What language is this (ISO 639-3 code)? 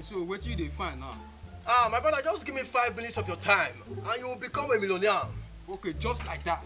pcm